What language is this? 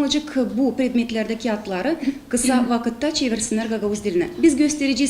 Gagauz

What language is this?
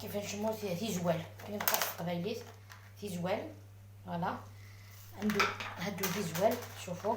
Algerian Arabic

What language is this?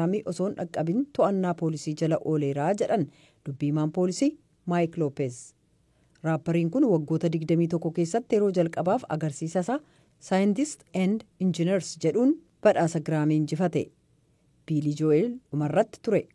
Oromo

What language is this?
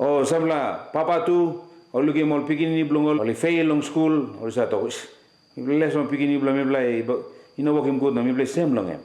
Tok Pisin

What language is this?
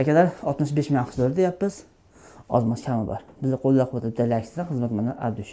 Uzbek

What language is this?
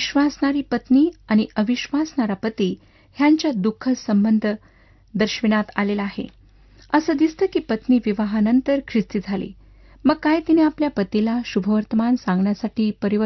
Marathi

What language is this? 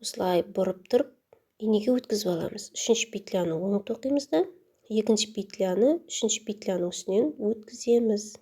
Kazakh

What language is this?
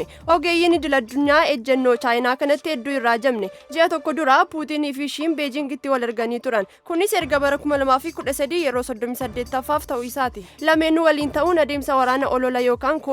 Oromo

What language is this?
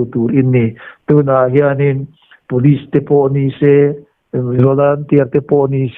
Mizo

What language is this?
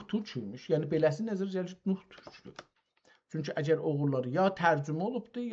South Azerbaijani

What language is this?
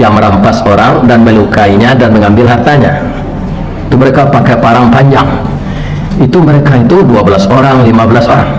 Minangkabau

